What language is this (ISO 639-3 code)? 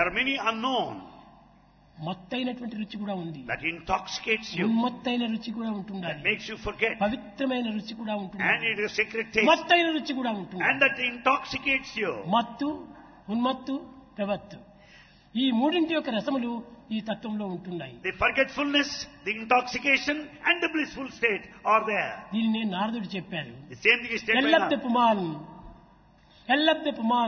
tel